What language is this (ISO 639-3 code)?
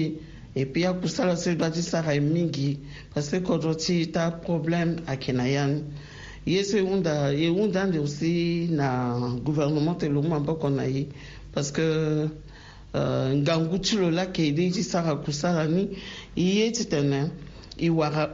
sag